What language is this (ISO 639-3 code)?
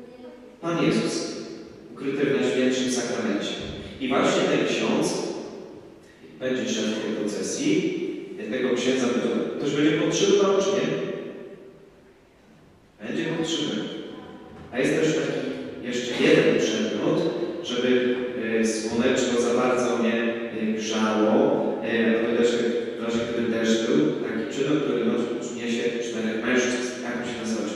pol